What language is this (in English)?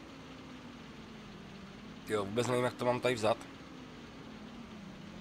Czech